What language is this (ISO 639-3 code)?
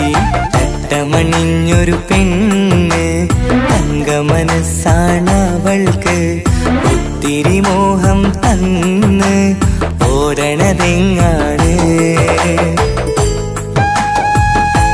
mal